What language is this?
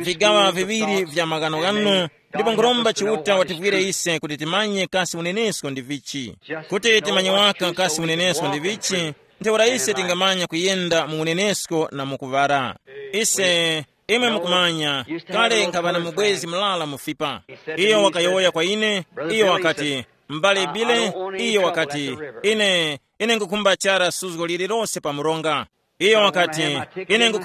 Tumbuka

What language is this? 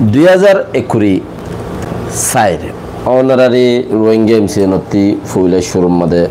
Rohingya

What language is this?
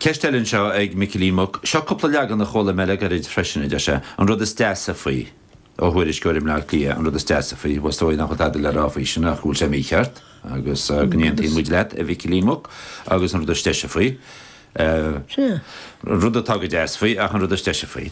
Irish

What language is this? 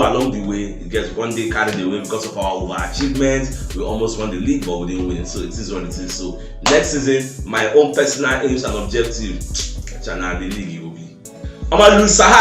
Nigerian Pidgin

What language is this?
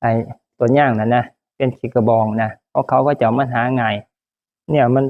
Northeastern Thai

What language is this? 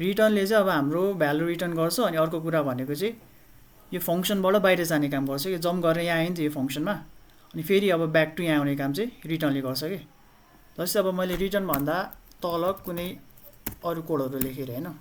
Nepali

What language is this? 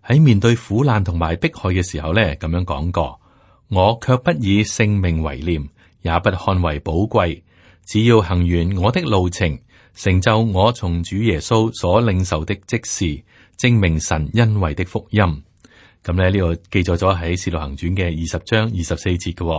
Cantonese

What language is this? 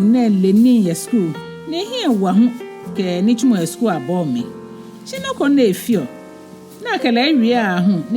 Ga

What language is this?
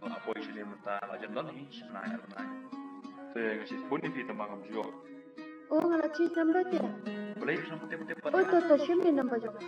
Khasi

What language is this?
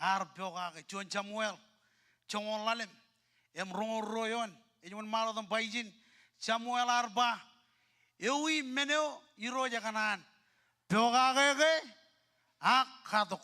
Marshallese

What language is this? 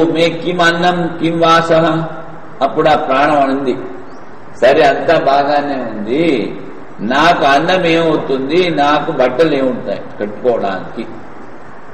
Telugu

